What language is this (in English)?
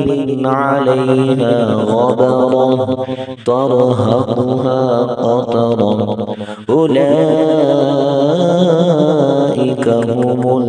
Arabic